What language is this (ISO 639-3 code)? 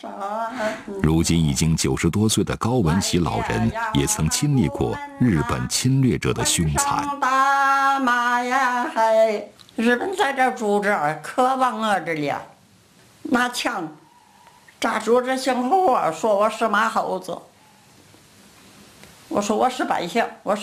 zho